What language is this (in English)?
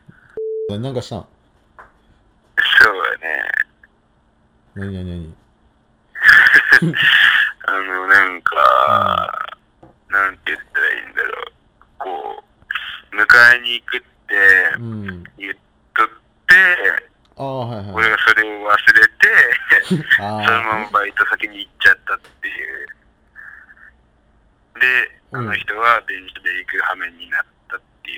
Japanese